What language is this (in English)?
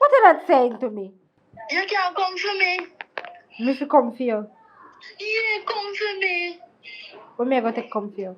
Jamaican Creole English